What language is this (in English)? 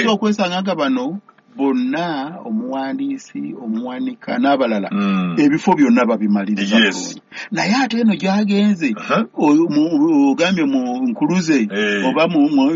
Ganda